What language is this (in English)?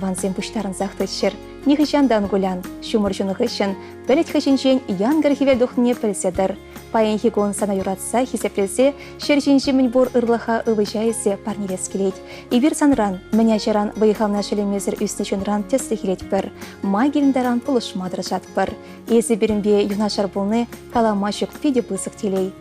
Chuvash